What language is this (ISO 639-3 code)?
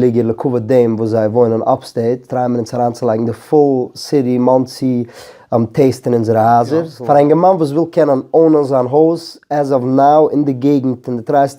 yid